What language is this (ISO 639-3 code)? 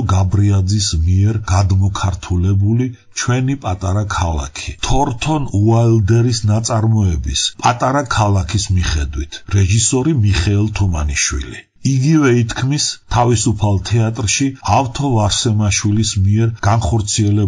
kat